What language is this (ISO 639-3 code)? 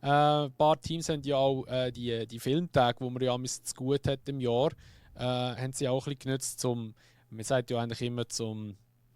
gsw